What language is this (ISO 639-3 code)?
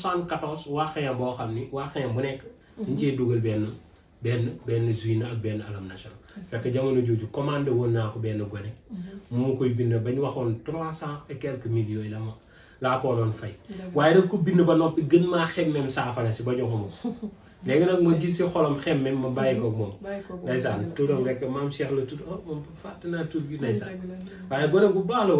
wol